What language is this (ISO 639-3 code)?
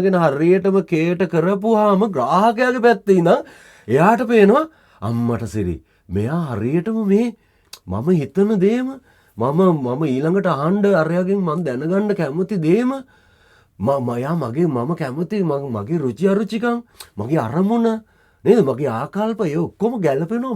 sin